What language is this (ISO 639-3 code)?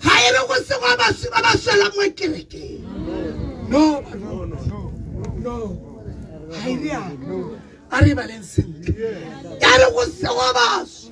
tsn